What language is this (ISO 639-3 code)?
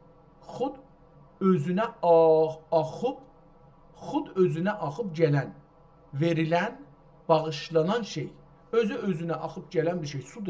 azb